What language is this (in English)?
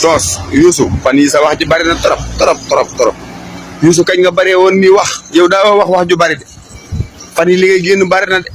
Wolof